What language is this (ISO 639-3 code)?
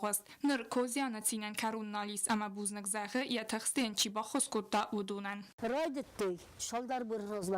oss